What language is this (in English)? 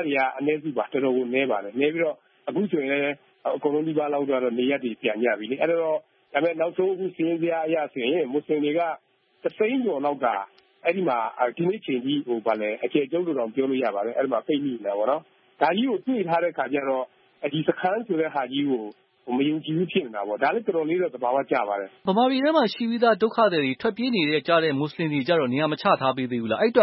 Burmese